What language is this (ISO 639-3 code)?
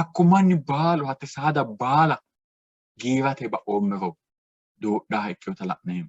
sid